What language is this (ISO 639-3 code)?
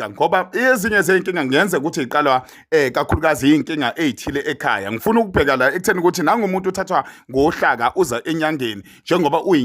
zul